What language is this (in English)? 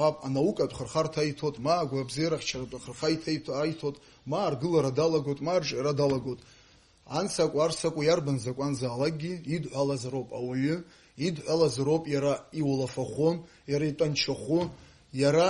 Abkhazian